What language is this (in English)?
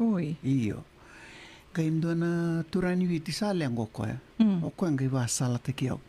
Fijian